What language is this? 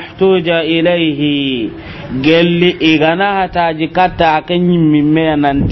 Soninke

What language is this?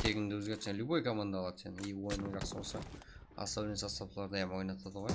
Kara-Kalpak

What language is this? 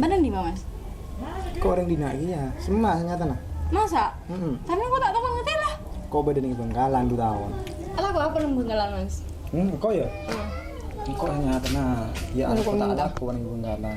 Madurese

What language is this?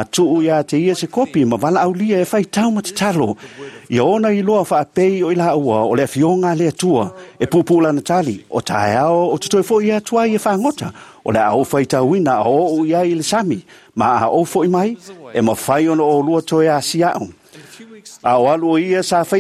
Samoan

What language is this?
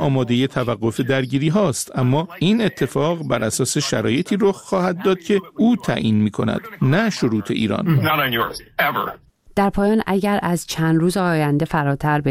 Persian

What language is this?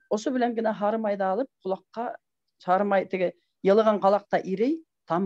Bashkir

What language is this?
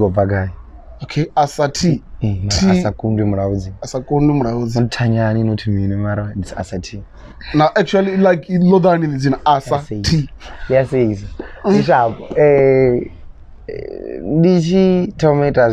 Venda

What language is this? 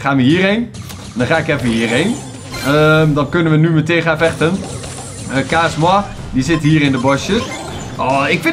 Dutch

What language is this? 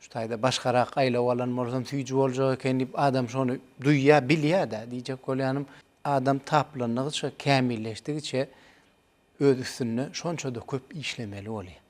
Turkmen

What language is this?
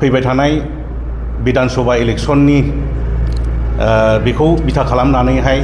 Bodo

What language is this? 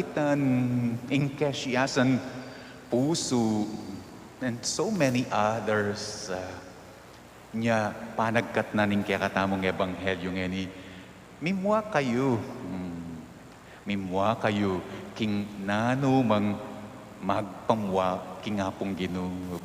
Pampanga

